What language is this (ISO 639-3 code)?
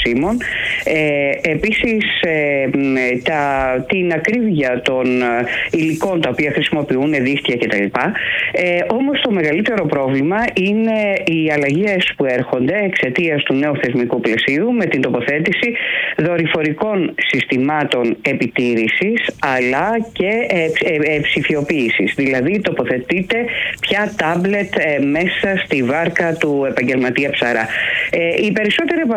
ell